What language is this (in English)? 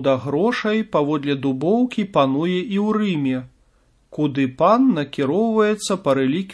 Belarusian